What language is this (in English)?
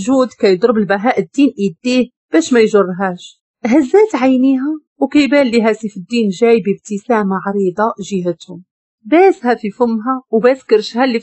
Moroccan Arabic